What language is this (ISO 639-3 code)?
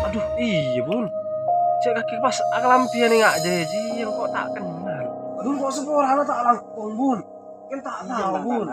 mad